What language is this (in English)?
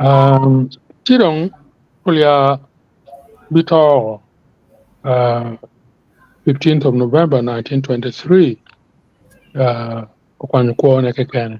Acoli